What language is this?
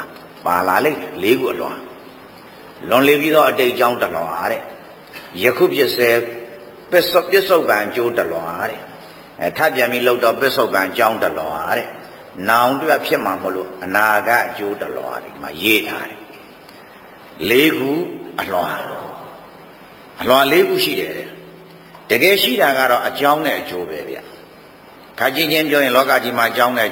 Burmese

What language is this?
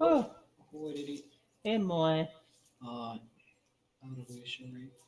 Māori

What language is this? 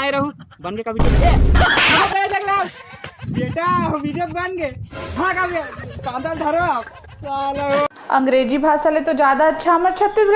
Chhattisgarhi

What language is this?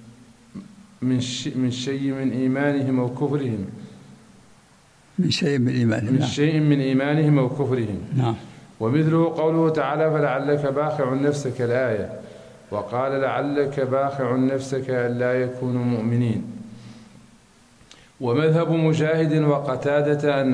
Arabic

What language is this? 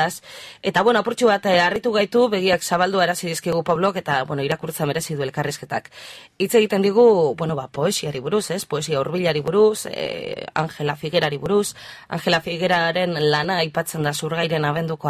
Basque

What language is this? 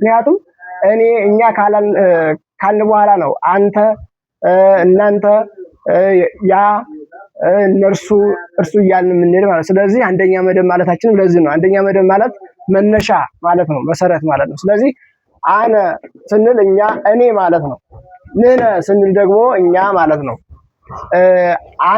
Amharic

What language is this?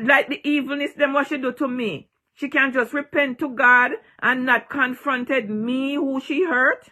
Jamaican Creole English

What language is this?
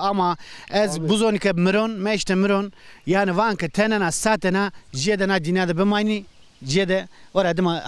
Zaza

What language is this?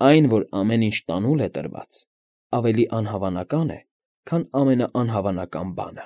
Armenian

